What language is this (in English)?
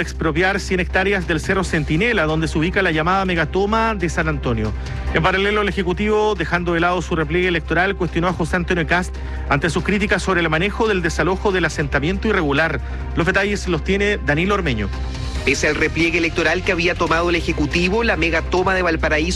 Spanish